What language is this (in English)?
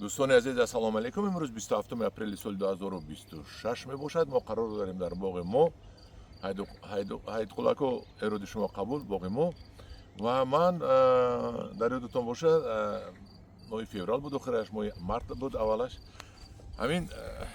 Tajik